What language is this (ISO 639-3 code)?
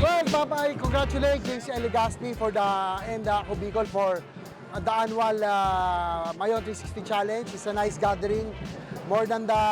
bik